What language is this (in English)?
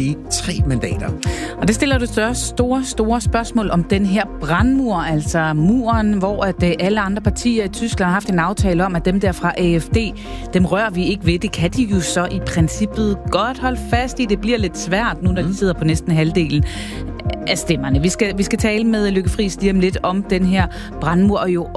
Danish